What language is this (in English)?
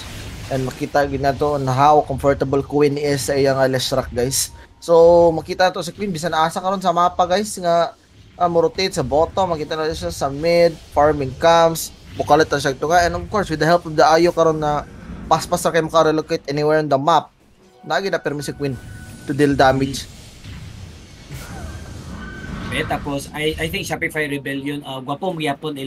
Cebuano